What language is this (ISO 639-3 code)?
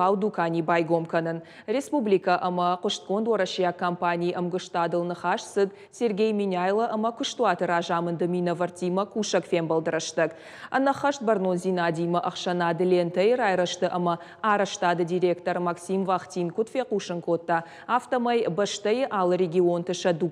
oss